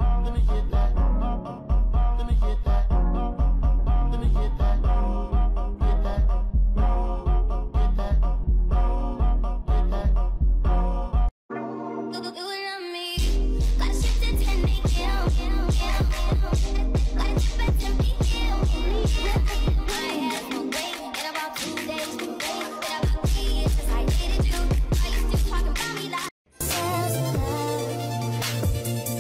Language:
English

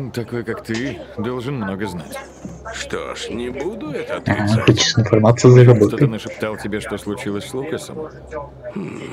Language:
Russian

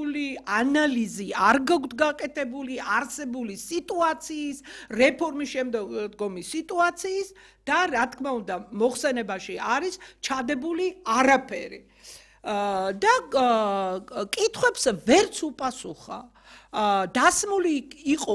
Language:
Georgian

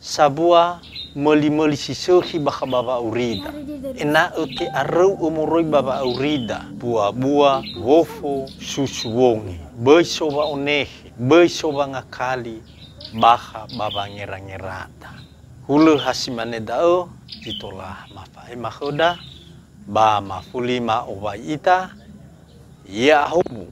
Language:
Nias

